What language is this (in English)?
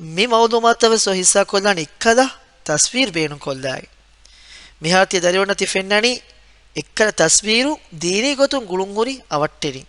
Divehi